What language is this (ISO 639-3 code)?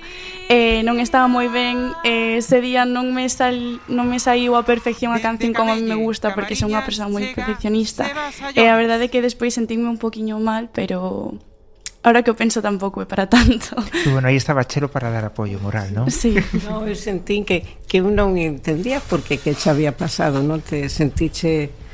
glg